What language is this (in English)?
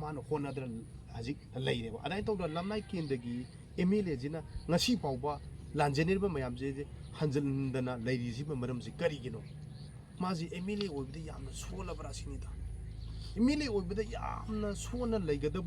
Manipuri